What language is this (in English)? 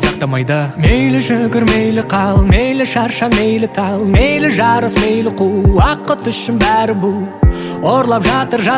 Kazakh